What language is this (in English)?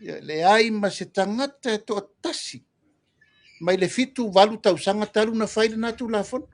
Samoan